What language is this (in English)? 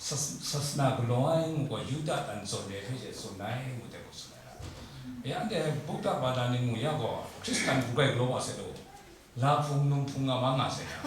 Kachin